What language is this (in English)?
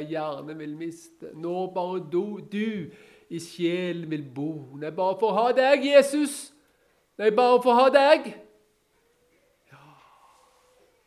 Norwegian